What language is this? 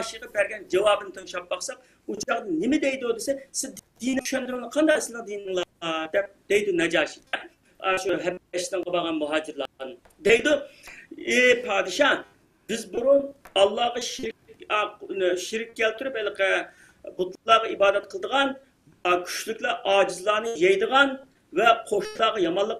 Uyghur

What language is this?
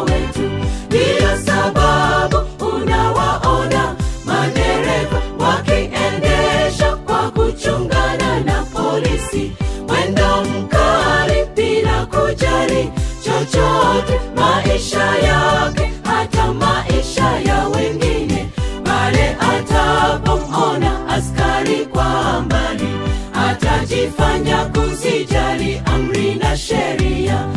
Swahili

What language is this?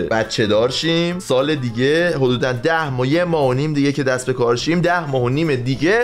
Persian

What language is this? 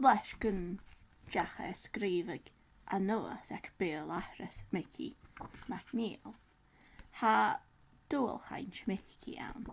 Scottish Gaelic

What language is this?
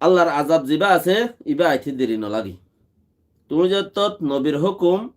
Rohingya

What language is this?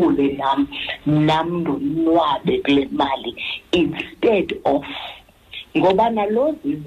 Xhosa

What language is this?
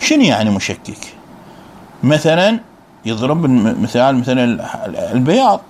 Mesopotamian Arabic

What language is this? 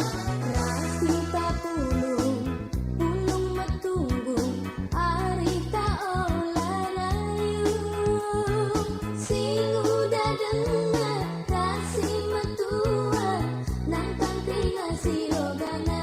Batak Karo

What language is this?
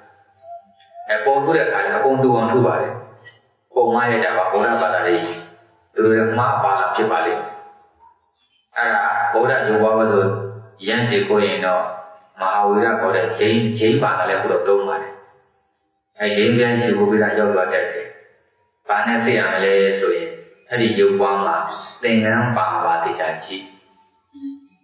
Burmese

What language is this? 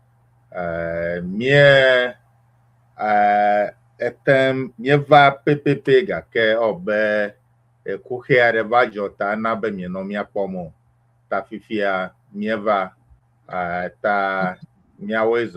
Ewe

